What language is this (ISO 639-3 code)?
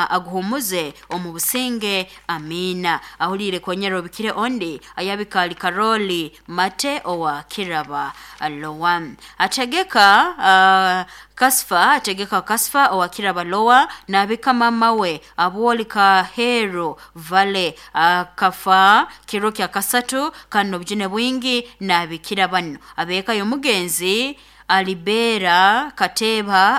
nyo